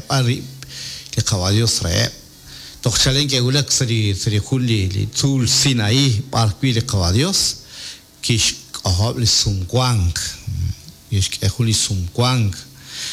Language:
Kekchí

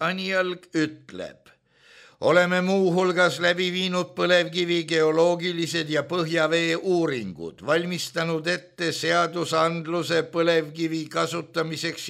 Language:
Estonian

